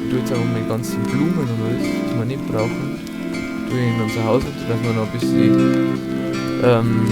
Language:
Bavarian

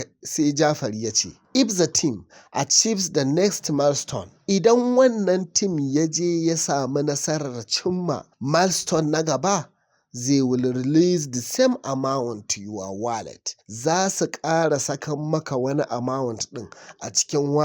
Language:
Hausa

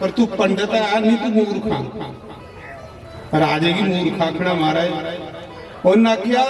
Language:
Dogri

